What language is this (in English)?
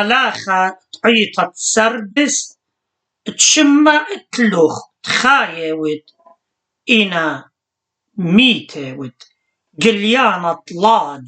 Assyrian Neo-Aramaic